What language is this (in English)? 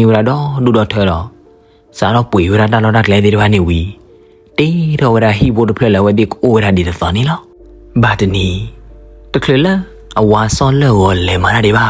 S'gaw Karen